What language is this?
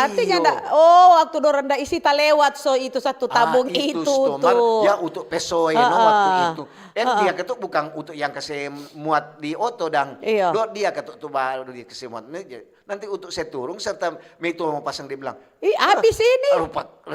Manado Malay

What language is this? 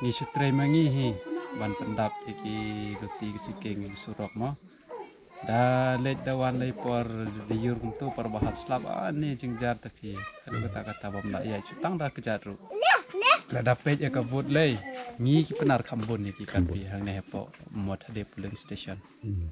Khasi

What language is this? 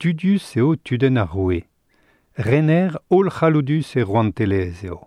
Breton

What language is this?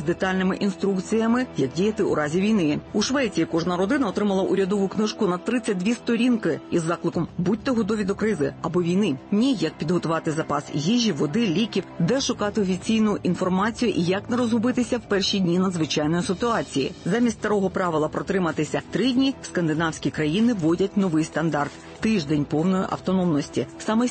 Ukrainian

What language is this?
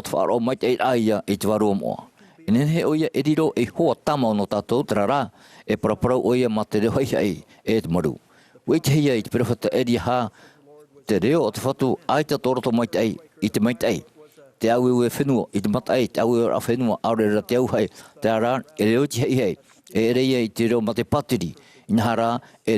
Tahitian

